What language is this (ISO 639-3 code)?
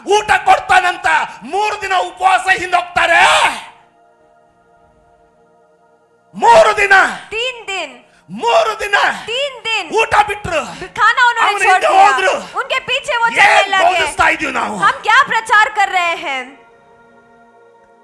kan